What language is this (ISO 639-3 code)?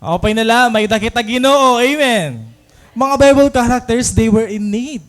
war